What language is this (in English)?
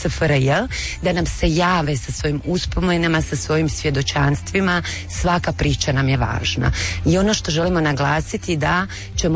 Croatian